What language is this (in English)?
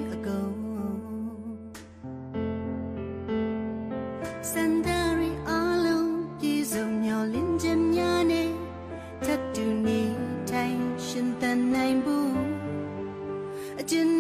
Burmese